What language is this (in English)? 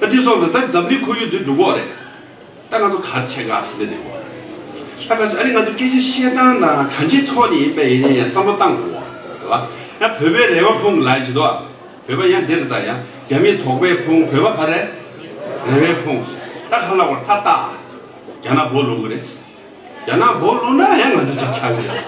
Tibetan